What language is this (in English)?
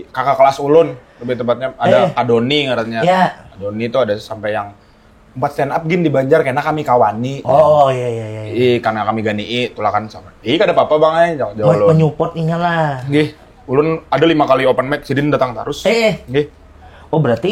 Banjar